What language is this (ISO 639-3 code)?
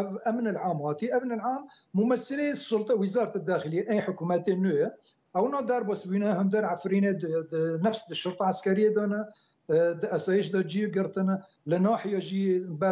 kur